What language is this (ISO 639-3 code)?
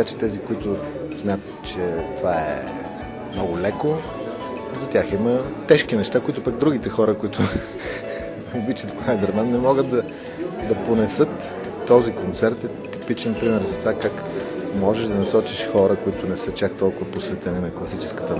bul